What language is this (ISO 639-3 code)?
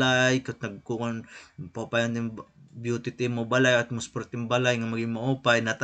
war